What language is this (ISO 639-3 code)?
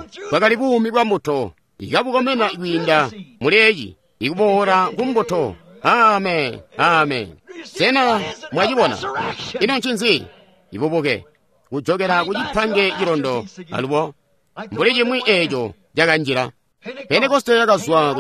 toi